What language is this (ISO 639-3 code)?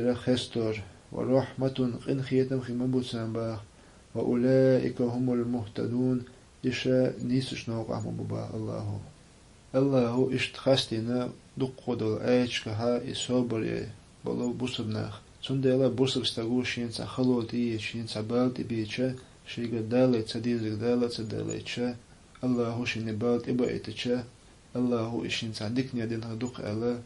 che